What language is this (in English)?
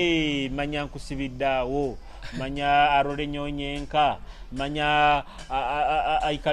Nyoro